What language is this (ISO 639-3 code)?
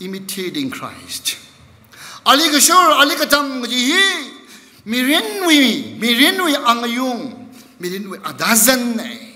nmf